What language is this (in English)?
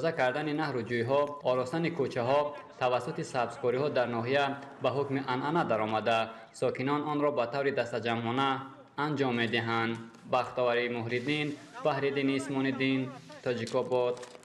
Tajik